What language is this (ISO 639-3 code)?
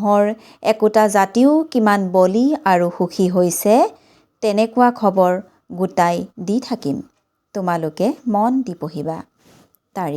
asm